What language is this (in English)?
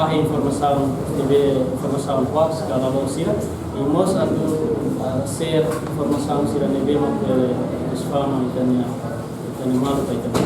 Tetum